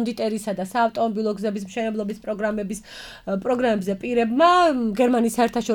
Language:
Georgian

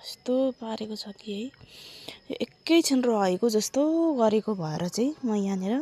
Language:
Nepali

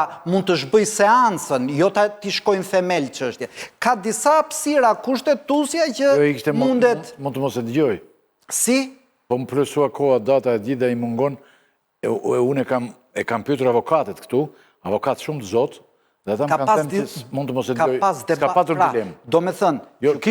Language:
Albanian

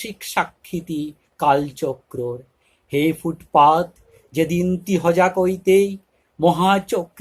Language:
Bishnupriya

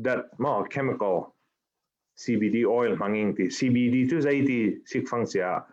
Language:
Falam Chin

